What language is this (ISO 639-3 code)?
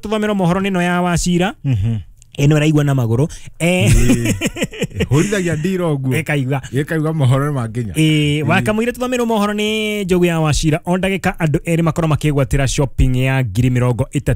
kik